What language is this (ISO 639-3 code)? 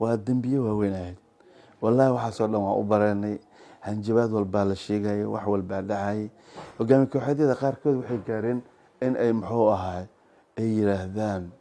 som